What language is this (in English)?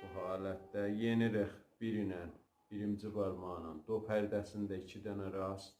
South Azerbaijani